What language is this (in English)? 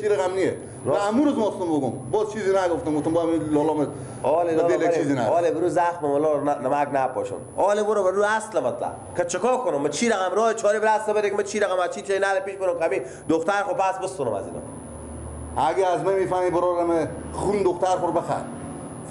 Persian